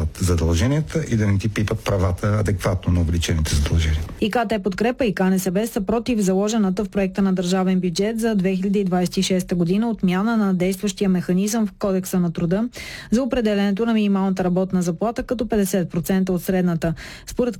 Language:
Bulgarian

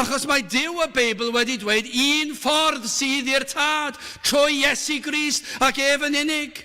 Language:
Welsh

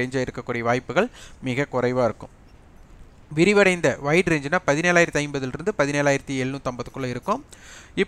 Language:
Tamil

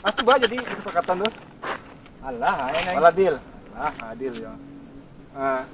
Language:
Minangkabau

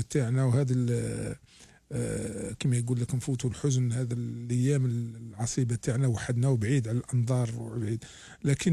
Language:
Algerian Arabic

